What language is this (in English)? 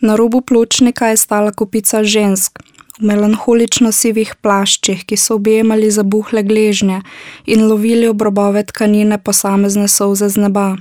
Slovenian